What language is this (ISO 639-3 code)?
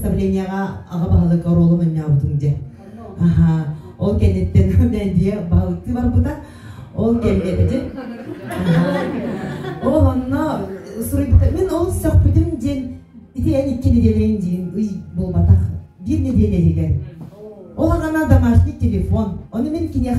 sah